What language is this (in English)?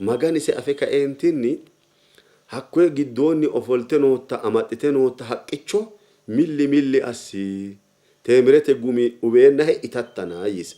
Sidamo